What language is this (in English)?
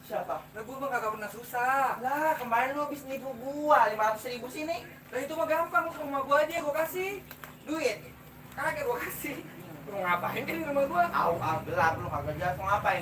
Betawi